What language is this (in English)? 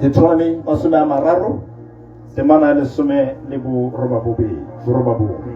Tswana